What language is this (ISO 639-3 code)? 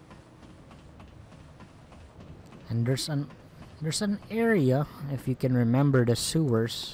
eng